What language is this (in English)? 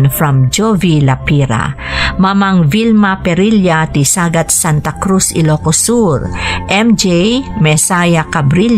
Iloko